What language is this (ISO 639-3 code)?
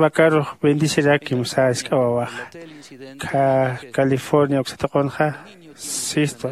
aym